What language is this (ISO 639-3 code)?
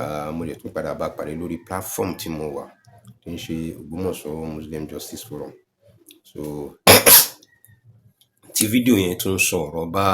yor